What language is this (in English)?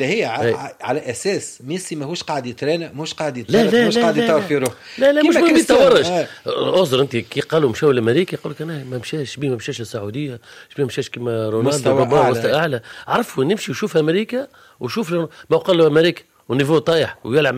Tunisian Arabic